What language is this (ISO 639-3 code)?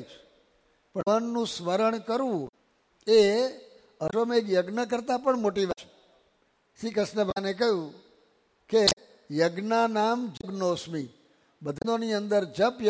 guj